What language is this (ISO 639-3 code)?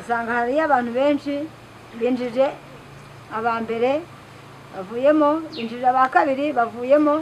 kin